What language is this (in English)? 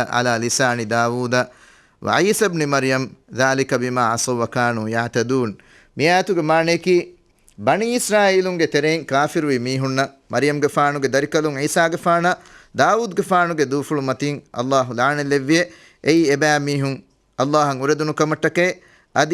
Divehi